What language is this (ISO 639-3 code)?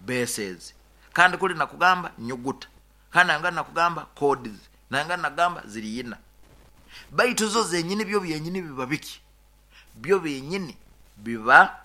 nyo